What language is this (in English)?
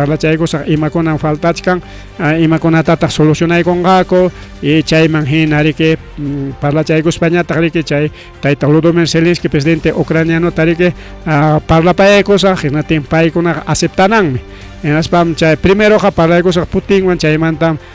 Ayacucho Quechua